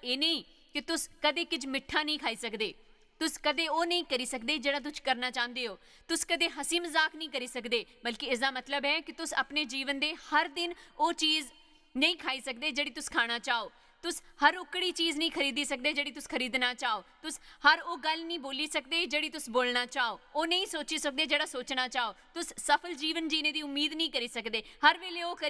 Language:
Dogri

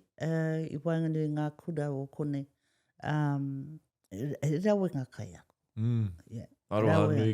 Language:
Māori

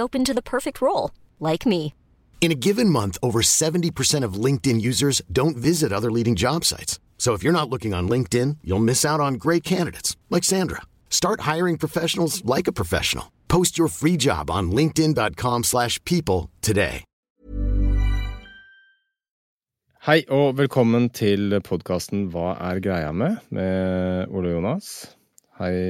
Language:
Norwegian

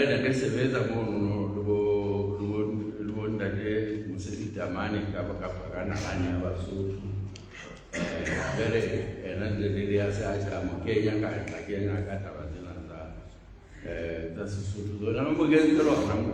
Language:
Southern Sotho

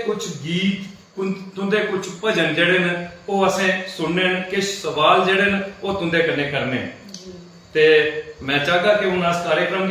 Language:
Dogri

